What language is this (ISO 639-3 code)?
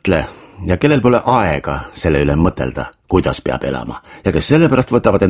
est